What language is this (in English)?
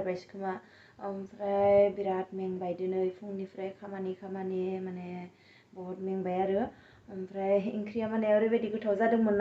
Bodo